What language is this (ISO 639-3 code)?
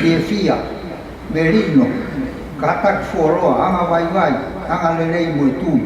ton